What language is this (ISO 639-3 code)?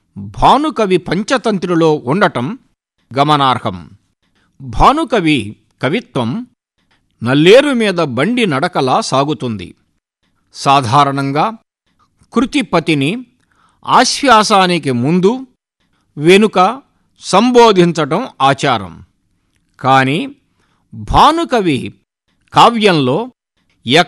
tel